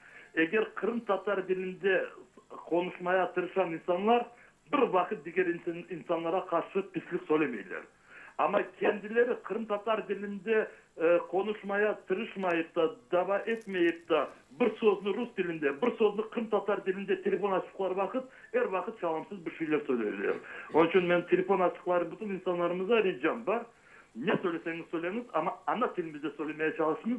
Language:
Crimean Tatar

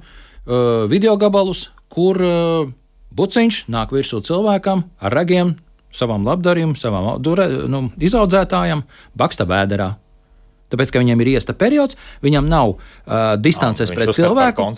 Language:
Latvian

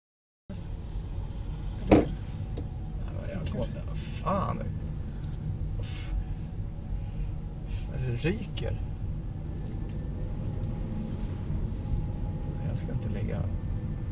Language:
Swedish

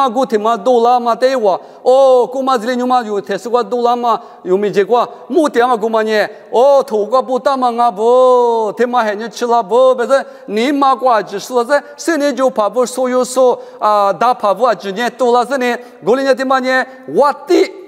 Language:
Lisu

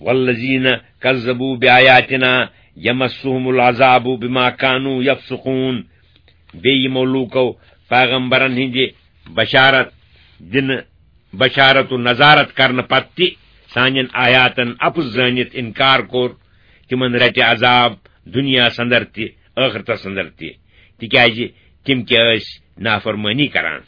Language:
Kashmiri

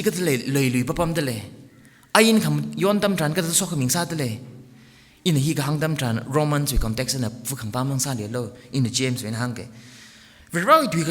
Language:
Tangkhul Naga (India)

